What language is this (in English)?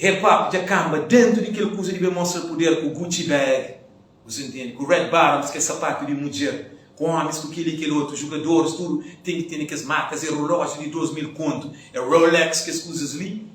Kabuverdianu